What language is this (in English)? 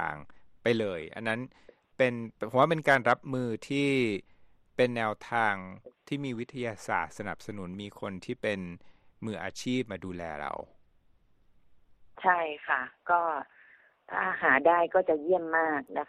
Thai